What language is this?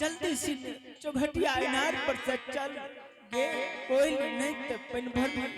Angika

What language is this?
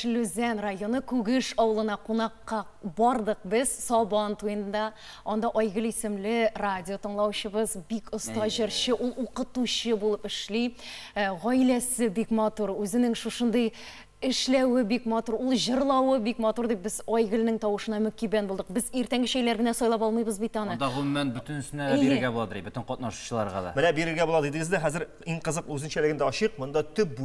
Tatar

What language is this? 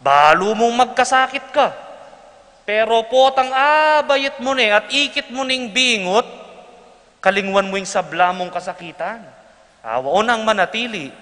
Pampanga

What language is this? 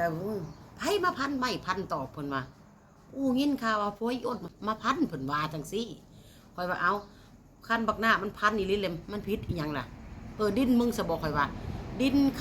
Northeastern Thai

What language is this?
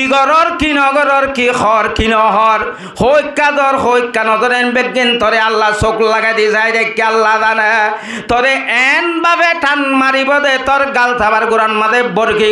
Rohingya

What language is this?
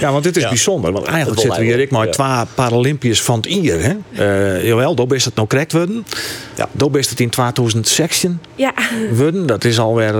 Western Frisian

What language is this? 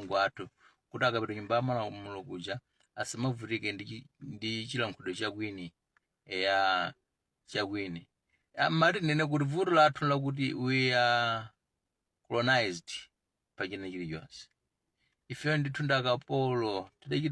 Nyanja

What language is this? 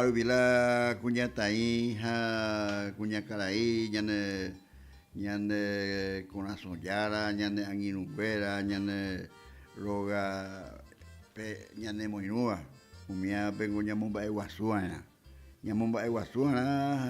Guarani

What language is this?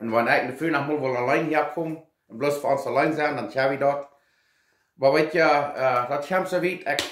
Plautdietsch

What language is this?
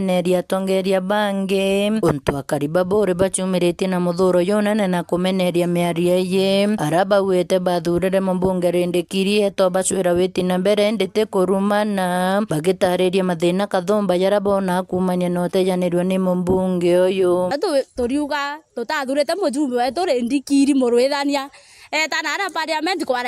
Meru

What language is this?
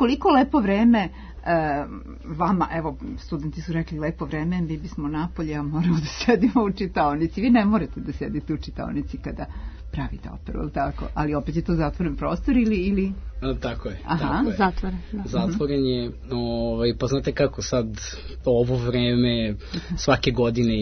Serbian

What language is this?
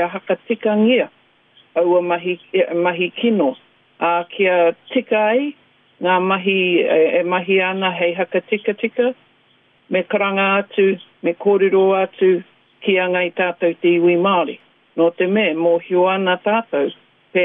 Māori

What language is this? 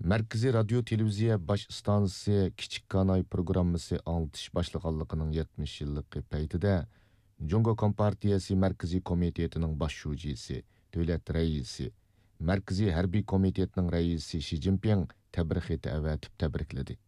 Uyghur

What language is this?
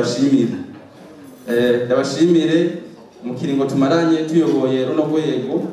Rundi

